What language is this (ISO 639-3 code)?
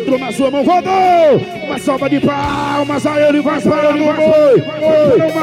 por